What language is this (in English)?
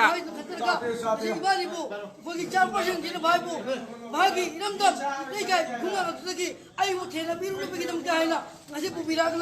Manipuri